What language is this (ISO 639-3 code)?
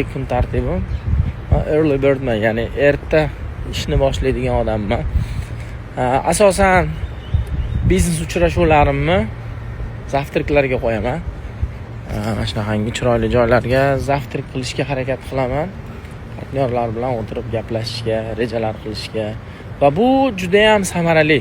uzb